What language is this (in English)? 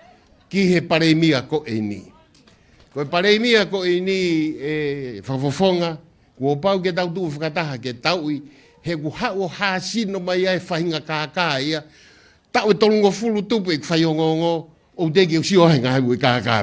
Tongan